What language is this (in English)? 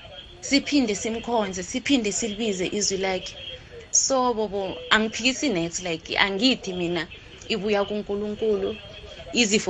South Ndebele